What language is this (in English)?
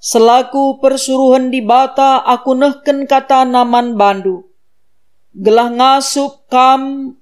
Batak Karo